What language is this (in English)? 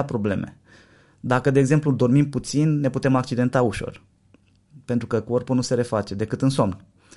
Romanian